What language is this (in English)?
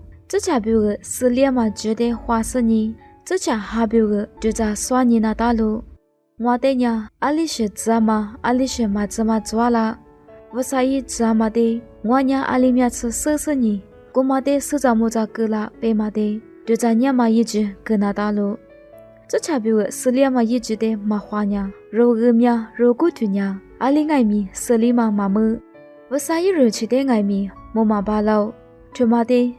Lisu